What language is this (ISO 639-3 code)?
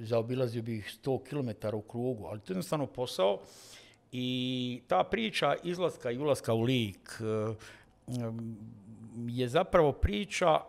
bos